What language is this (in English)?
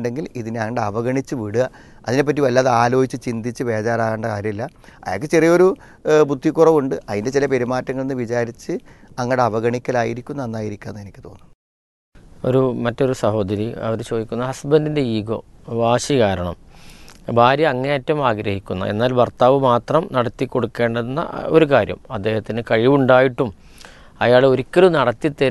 Malayalam